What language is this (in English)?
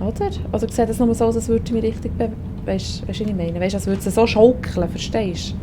Swiss German